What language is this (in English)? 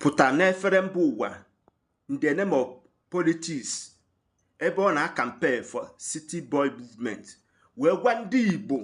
Igbo